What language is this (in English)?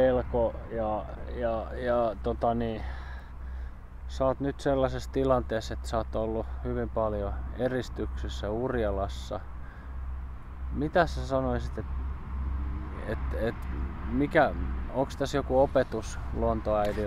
Finnish